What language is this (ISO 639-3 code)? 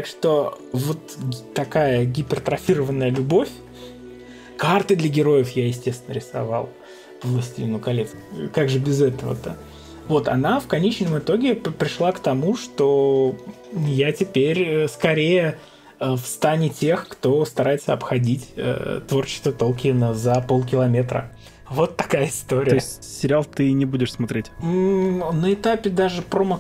rus